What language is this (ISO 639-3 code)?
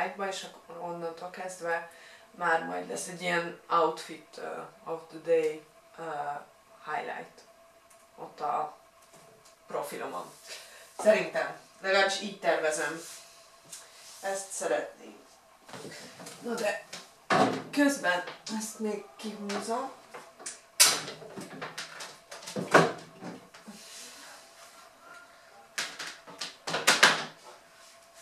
hun